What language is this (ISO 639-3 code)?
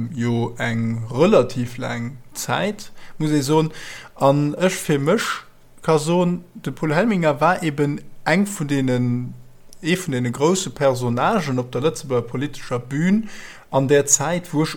ltz